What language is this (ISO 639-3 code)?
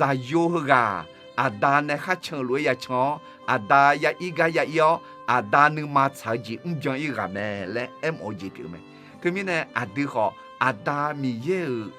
ahk